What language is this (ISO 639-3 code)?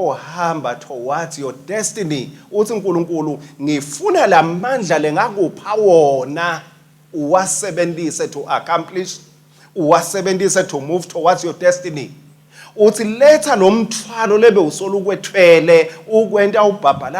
ssw